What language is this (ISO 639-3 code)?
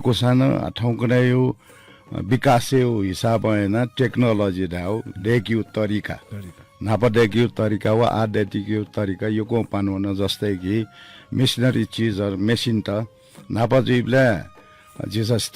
new